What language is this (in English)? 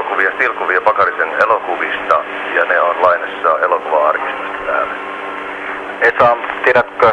Finnish